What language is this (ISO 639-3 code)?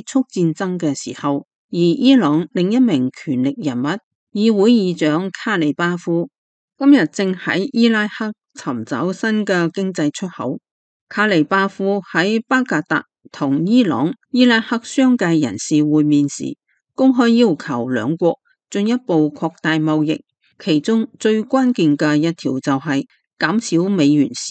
yue